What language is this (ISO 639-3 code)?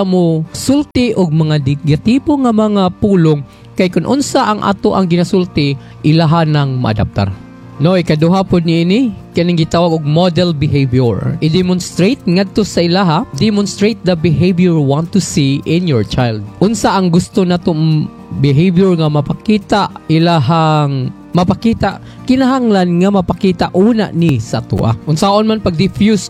ceb